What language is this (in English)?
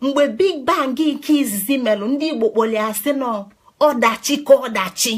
Igbo